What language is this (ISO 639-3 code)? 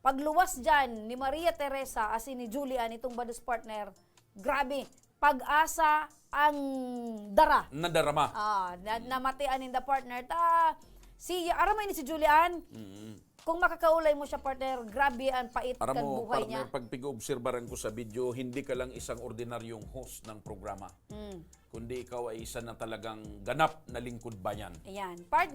bik